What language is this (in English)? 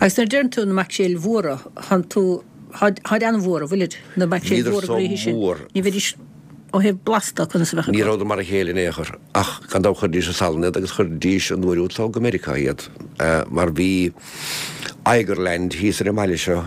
Irish